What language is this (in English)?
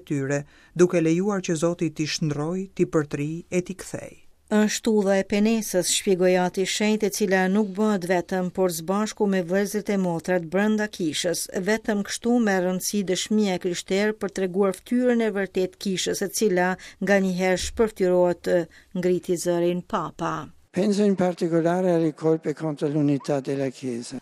Albanian